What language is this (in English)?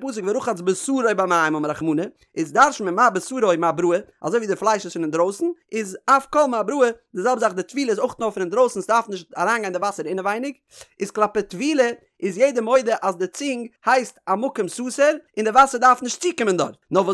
Yiddish